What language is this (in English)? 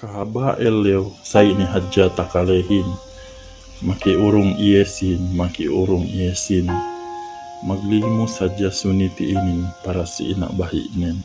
Yakan